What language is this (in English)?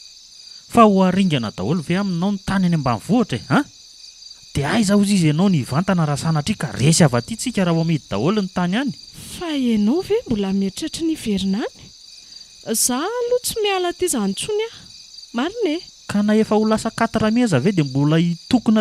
Malagasy